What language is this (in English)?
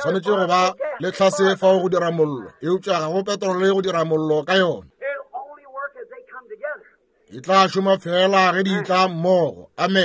Northern Sotho